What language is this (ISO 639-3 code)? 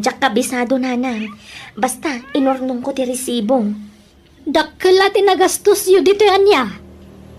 ilo